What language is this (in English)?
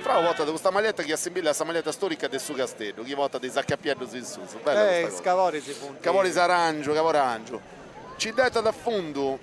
Sardinian